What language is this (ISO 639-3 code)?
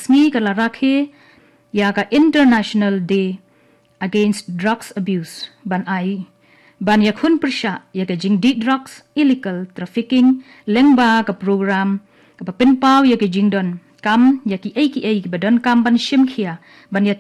kha